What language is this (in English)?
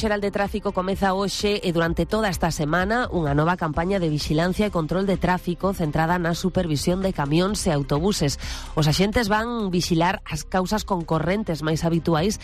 Galician